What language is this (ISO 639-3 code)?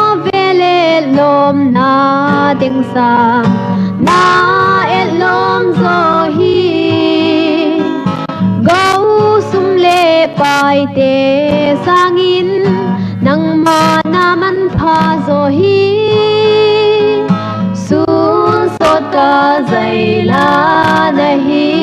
pck